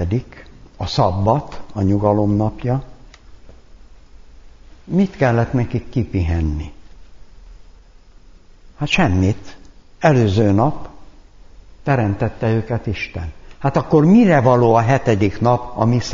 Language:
Hungarian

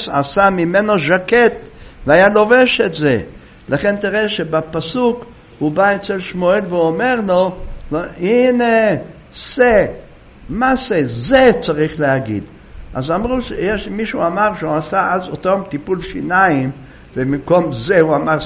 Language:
Hebrew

